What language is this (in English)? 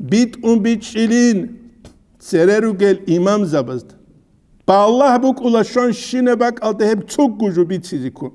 Avaric